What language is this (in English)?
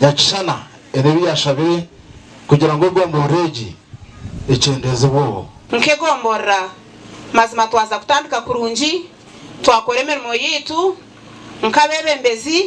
Nyankole